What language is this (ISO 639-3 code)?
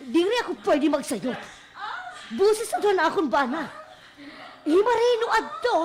war